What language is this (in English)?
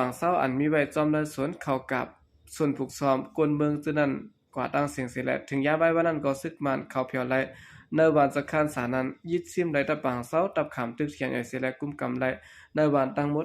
Shan